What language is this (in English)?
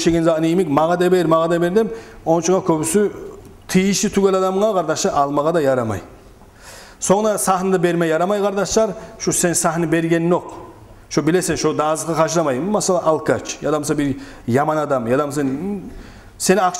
Kumyk